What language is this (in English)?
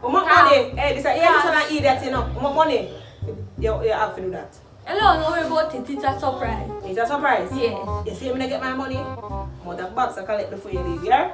Jamaican Creole English